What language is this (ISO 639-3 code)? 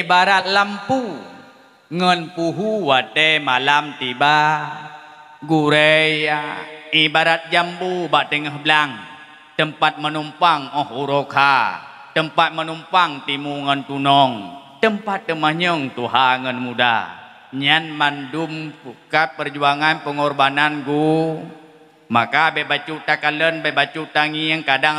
ace